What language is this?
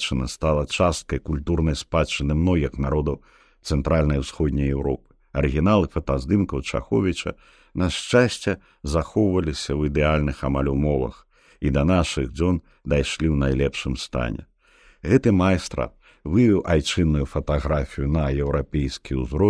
Belarusian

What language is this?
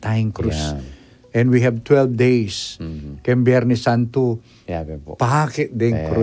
Pampanga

